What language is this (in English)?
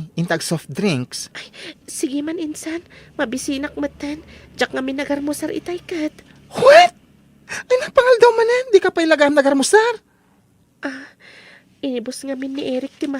Iloko